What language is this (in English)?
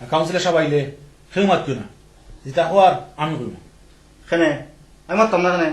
Sylheti